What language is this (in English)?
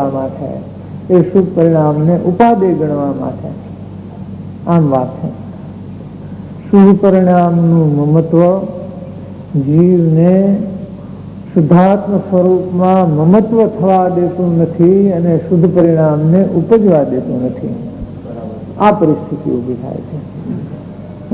Gujarati